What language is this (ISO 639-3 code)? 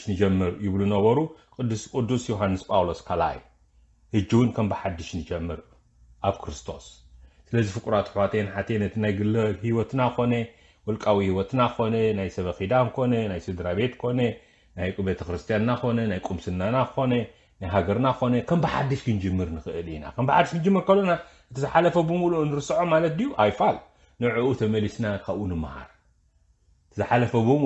tir